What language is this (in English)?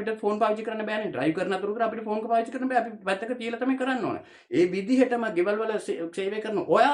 Sinhala